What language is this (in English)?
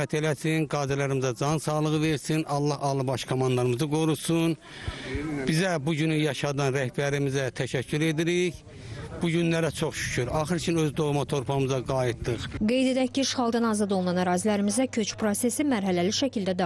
Azerbaijani